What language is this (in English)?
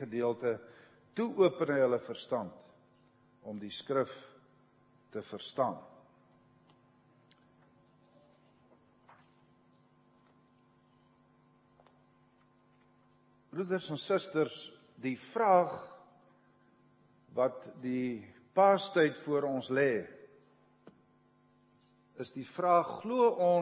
Afrikaans